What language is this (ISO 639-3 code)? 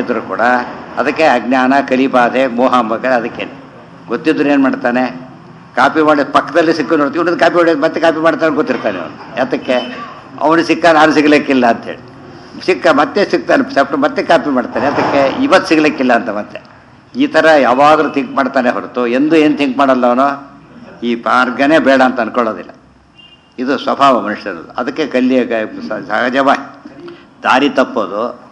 kan